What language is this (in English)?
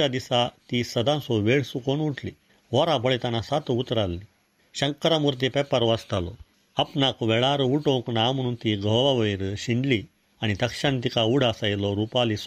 Konkani